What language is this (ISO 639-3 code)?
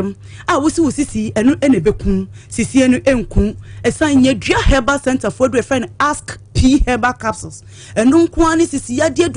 aka